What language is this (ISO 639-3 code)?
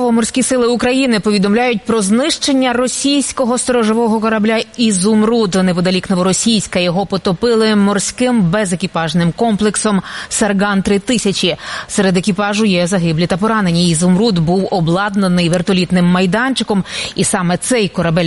ukr